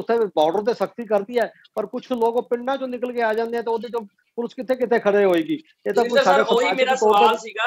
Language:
Punjabi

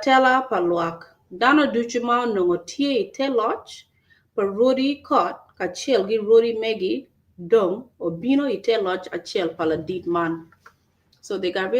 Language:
Acoli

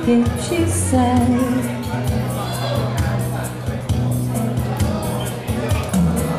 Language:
Italian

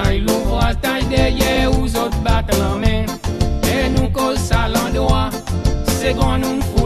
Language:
Seselwa Creole French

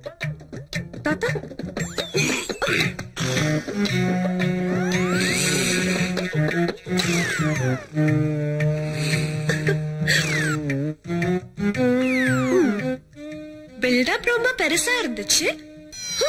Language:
Tamil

